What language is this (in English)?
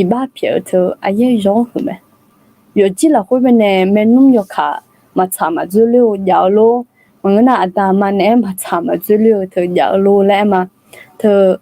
Akha